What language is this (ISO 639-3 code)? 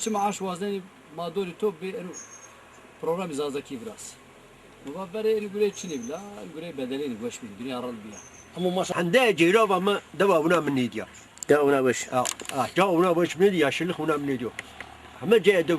zza